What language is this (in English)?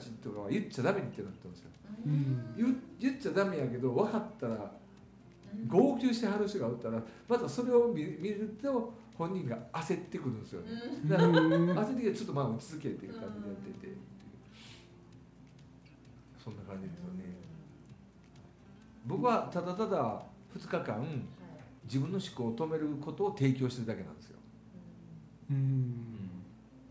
Japanese